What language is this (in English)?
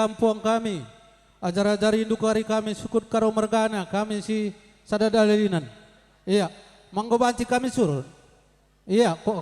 Batak Karo